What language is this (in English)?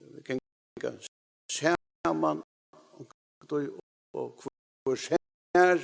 Faroese